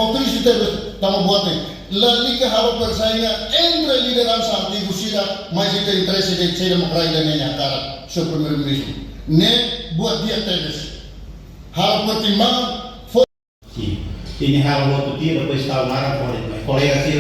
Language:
Tetum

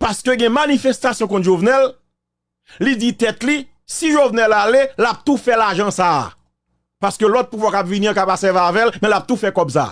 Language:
Haitian Creole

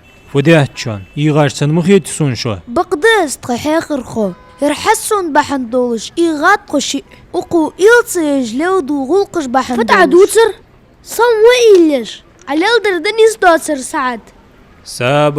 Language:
Ingush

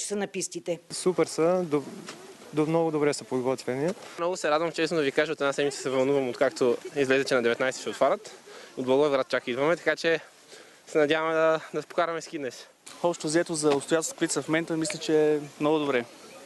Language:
Bulgarian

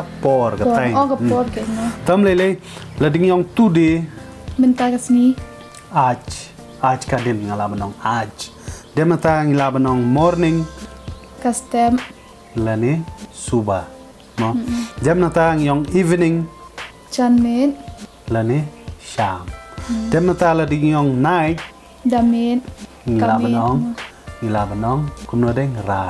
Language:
Khasi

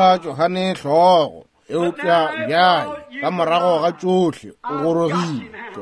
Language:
Northern Sotho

